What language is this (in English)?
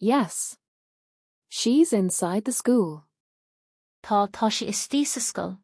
Irish